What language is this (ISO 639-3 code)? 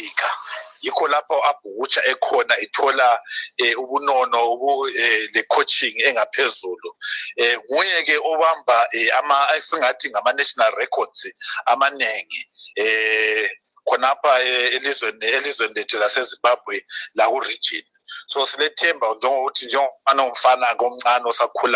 nde